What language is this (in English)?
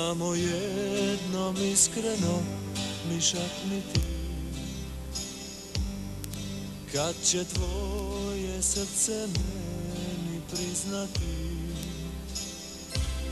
Croatian